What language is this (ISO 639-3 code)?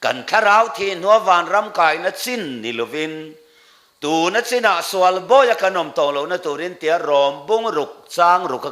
lus